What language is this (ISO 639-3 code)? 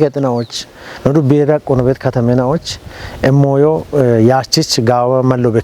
kbr